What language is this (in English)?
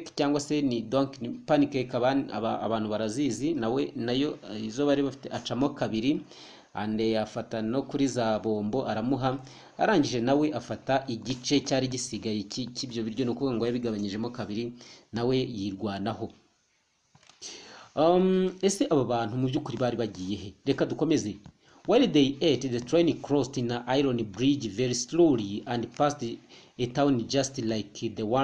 Kinyarwanda